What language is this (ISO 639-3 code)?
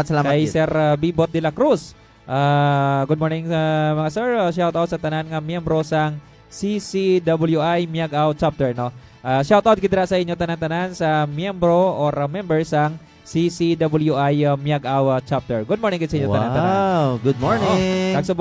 hil